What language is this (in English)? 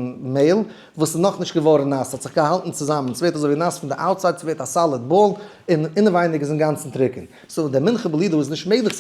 Yiddish